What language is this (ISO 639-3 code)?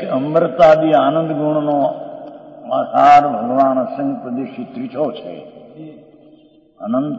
guj